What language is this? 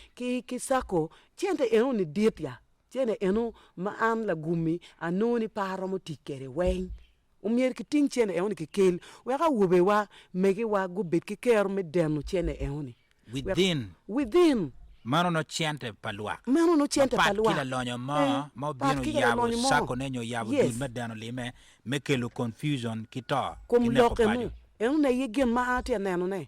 Acoli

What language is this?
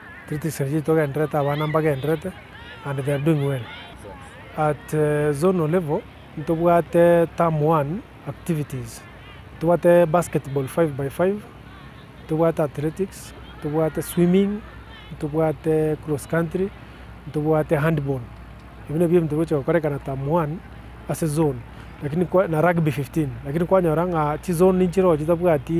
Gusii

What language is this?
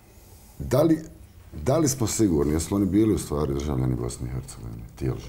Bosnian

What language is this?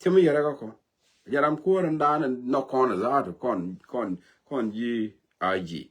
Nuer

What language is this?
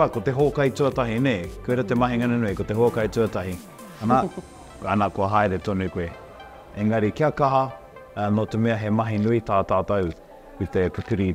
Māori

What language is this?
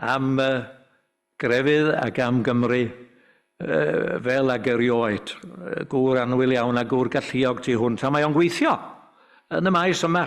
Welsh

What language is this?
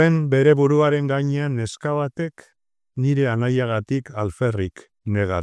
Basque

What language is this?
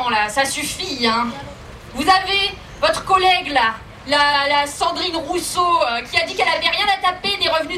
French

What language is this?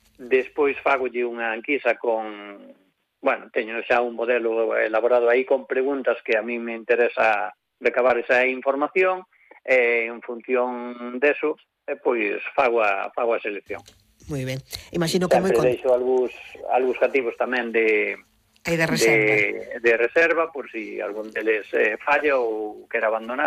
Galician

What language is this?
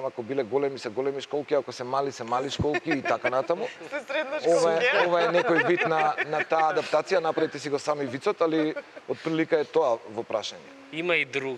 Macedonian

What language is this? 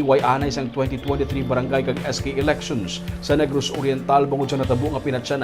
Hiligaynon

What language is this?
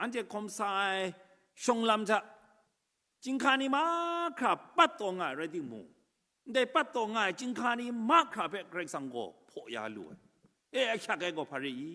Kachin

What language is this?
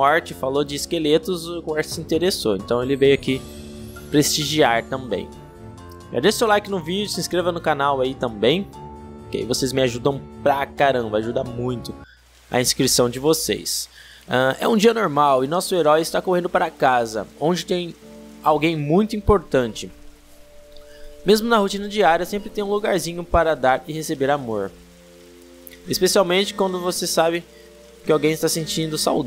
Portuguese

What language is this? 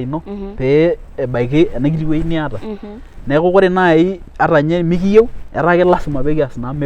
Masai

